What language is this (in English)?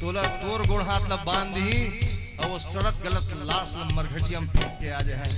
Chhattisgarhi